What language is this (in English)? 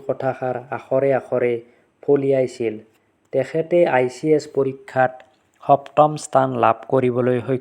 Assamese